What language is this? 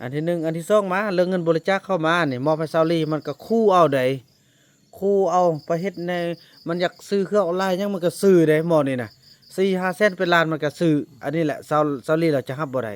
Lao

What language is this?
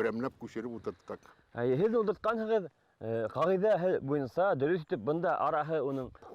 Bashkir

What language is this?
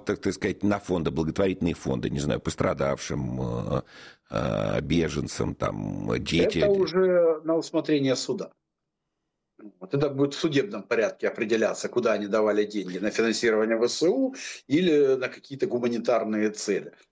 Russian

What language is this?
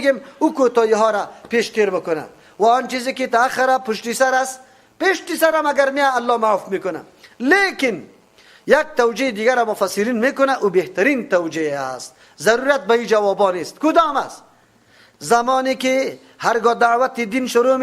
Persian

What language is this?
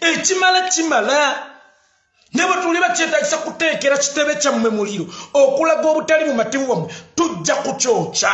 Ganda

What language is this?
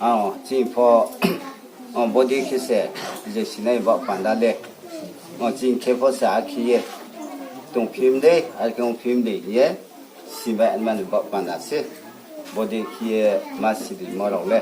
Riang (India)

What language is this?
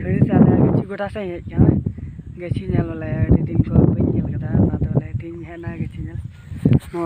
Santali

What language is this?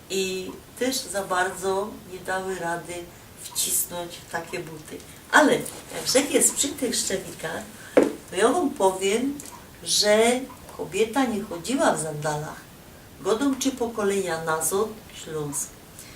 Silesian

